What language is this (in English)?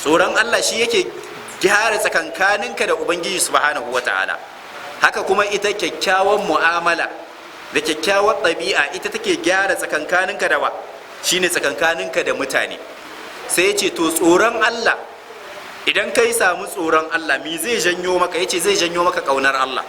Hausa